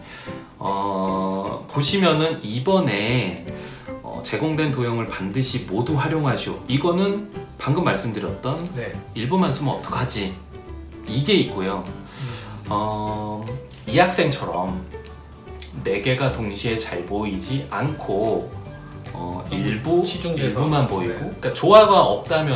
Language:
Korean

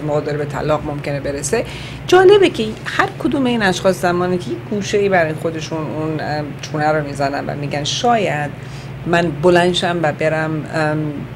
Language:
Persian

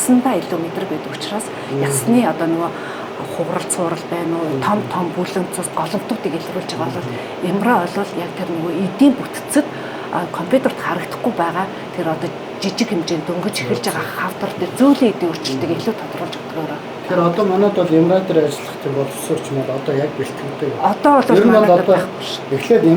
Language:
Mongolian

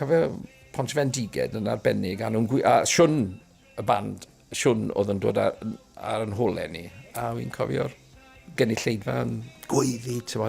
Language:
Welsh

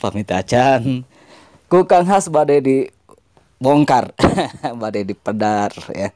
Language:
Sundanese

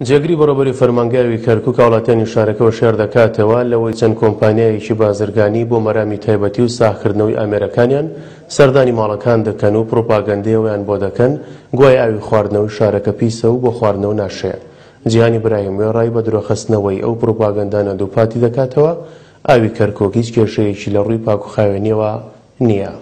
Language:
Central Kurdish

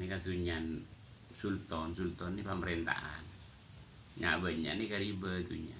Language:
Madurese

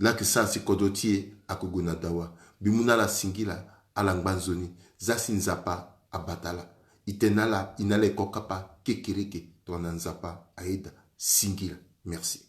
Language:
Sango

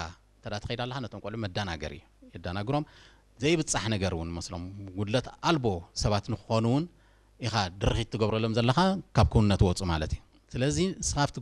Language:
Tigrinya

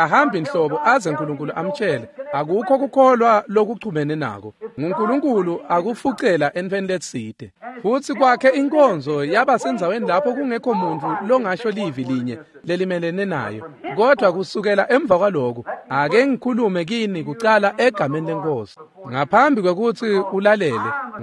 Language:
Swati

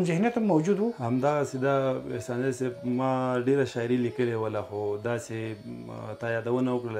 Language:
Pashto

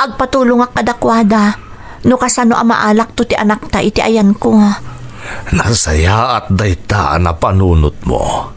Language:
Iloko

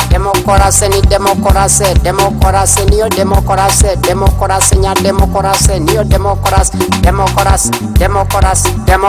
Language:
Kinyarwanda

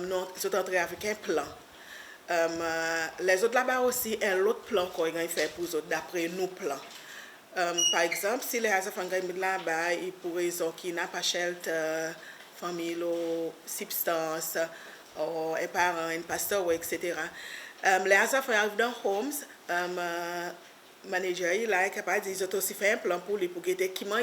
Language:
Seselwa Creole French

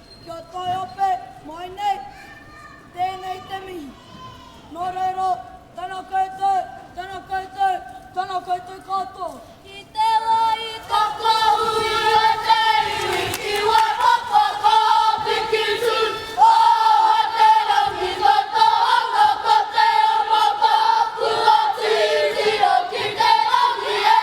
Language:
Māori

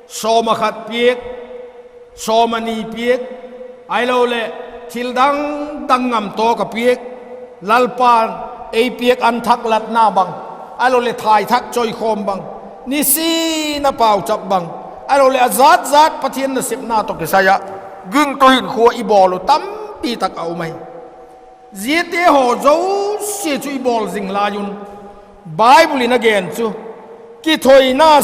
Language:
Vaiphei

